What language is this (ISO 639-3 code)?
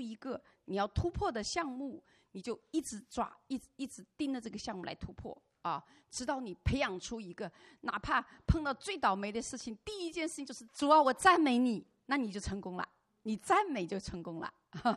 zho